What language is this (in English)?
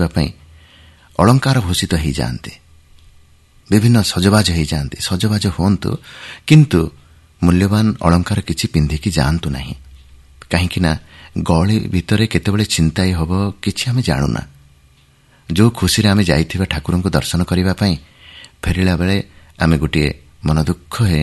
Odia